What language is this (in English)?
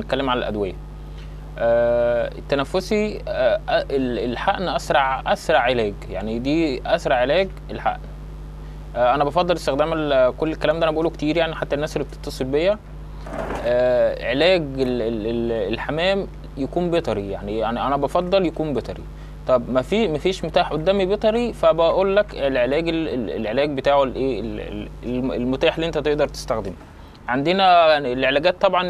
Egyptian Arabic